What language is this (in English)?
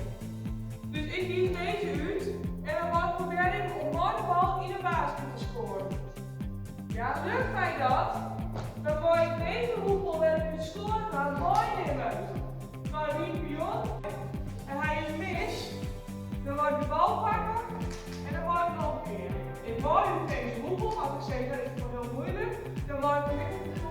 Western Frisian